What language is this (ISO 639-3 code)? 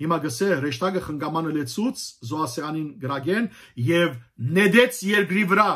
hyw